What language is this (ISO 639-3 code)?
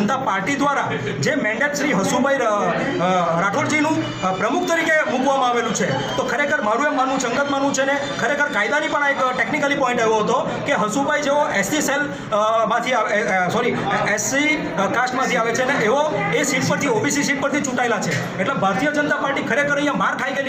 guj